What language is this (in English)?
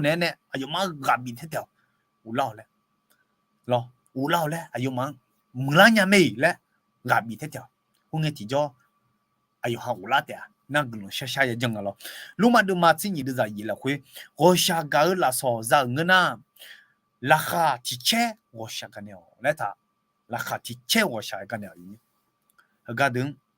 Akha